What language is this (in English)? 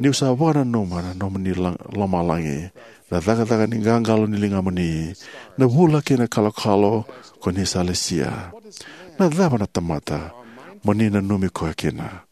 Fijian